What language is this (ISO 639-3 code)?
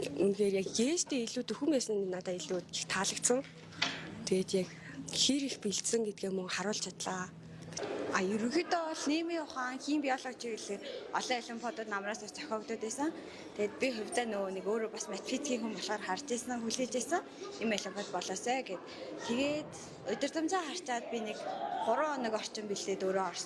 mon